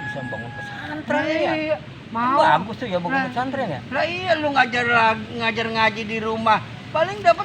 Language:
Betawi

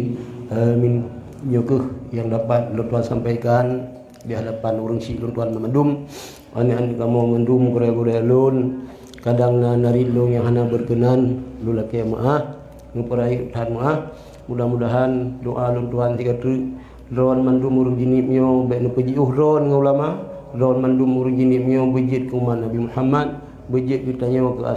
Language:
Achinese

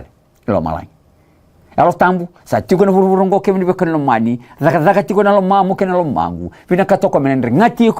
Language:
Fijian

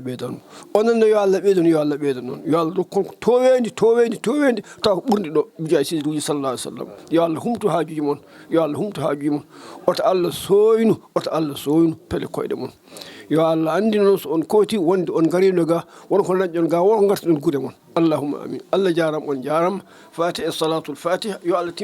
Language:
Fula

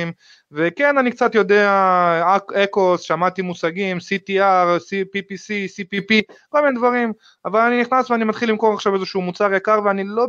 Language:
Hebrew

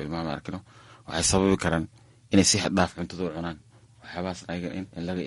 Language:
Somali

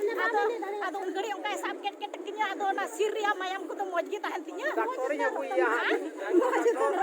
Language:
Santali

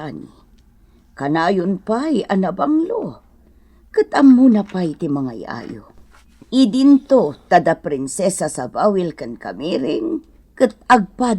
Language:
Iloko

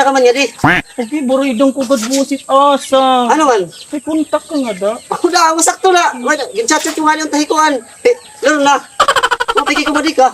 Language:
Waray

